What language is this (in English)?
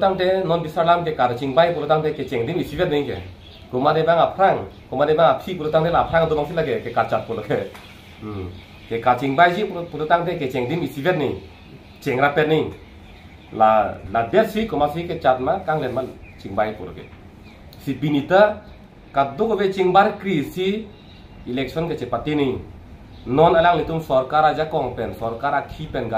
Karbi